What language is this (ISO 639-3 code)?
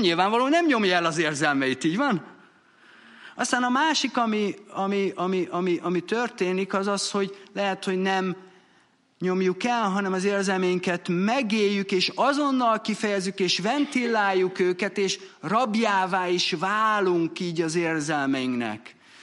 hun